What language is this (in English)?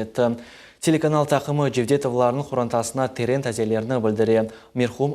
Crimean Tatar